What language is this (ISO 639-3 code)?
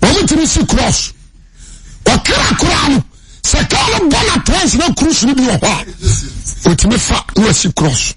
aka